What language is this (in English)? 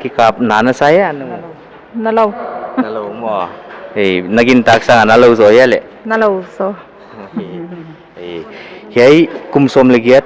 Paite Chin